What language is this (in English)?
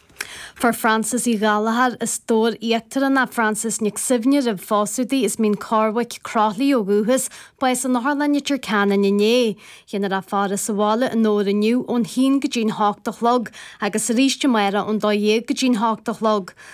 Irish